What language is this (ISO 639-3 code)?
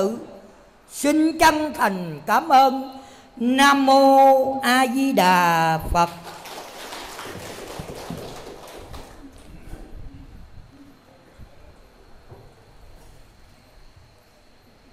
vie